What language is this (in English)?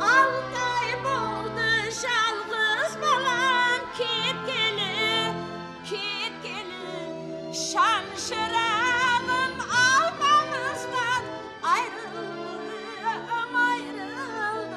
Kara-Kalpak